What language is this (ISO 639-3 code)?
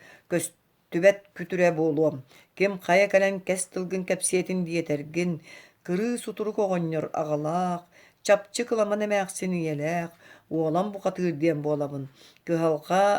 sah